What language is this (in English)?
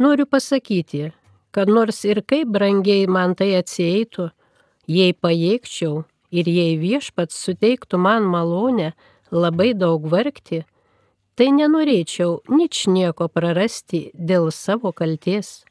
Lithuanian